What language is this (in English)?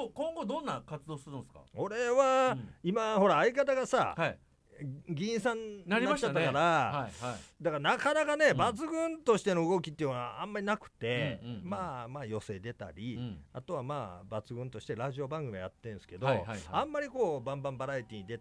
Japanese